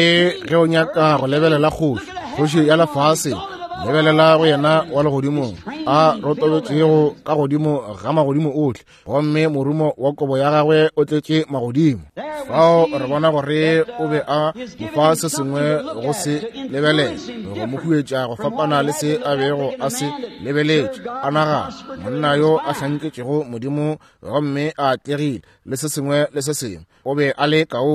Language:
Northern Sotho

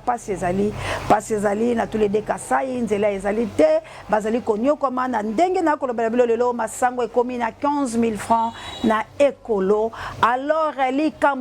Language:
Lingala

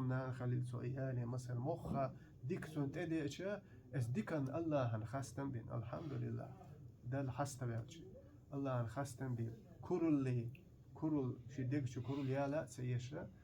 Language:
Chechen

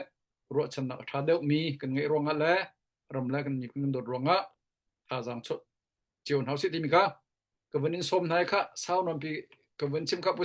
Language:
Hakha Chin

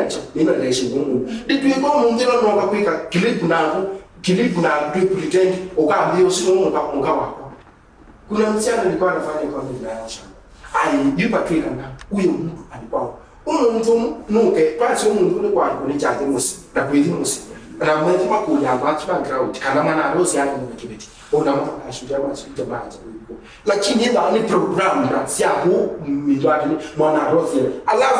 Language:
Kamba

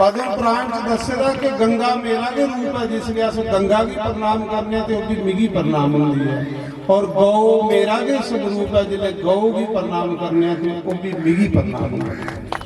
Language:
Dogri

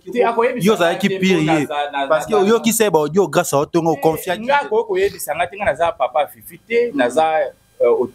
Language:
Lingala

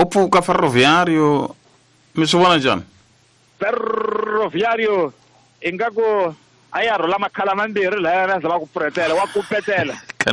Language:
Tsonga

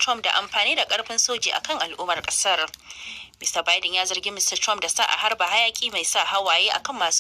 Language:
Hausa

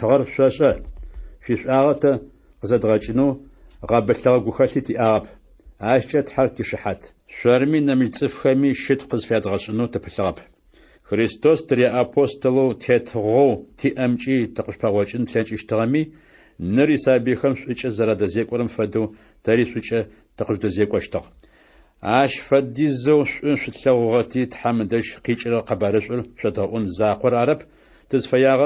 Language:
Adyghe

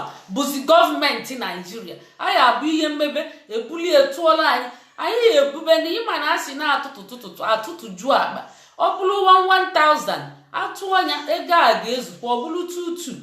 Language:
Igbo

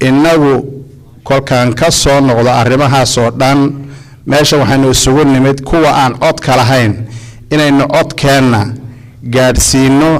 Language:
Somali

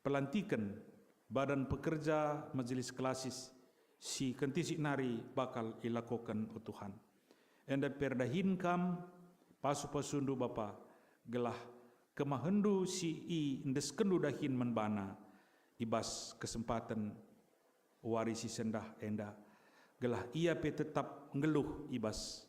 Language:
Batak Karo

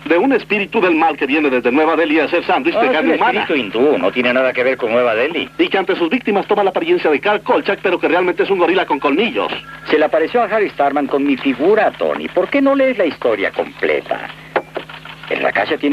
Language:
Spanish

